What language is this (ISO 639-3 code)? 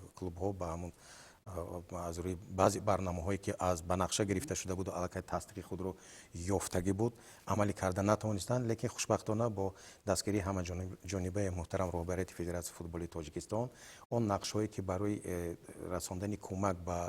tgk